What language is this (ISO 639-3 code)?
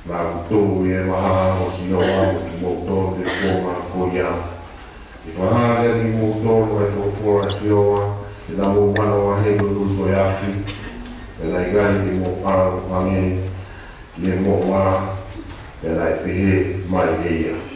ton